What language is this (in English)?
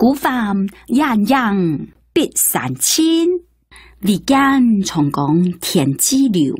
Hakka Chinese